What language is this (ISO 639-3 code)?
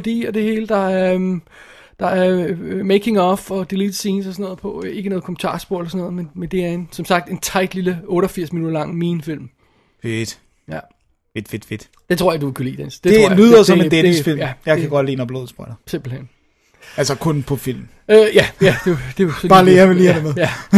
dan